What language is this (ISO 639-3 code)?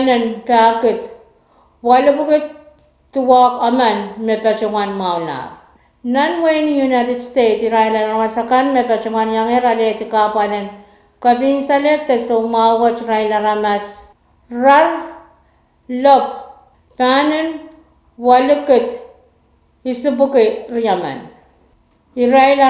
pon